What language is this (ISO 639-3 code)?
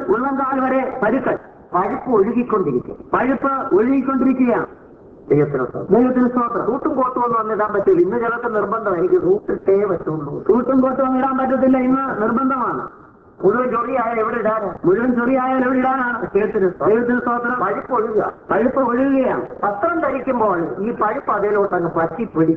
mal